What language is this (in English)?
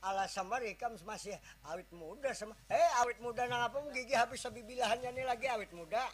Banjar